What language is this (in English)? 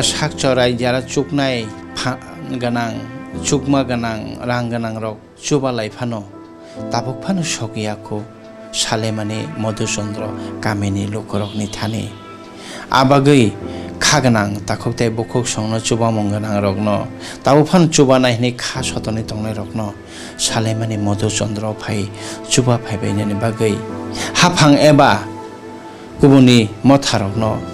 Kok Borok